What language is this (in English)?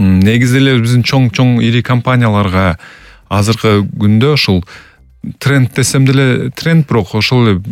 Kyrgyz